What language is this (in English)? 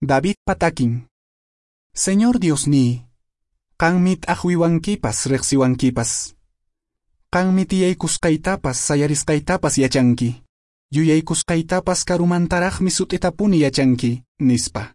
Quechua